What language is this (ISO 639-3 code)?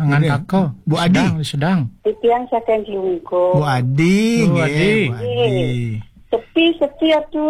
ban